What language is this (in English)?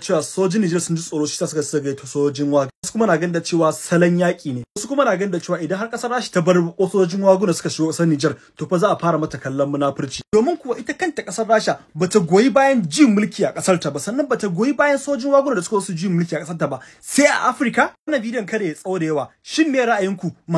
Hausa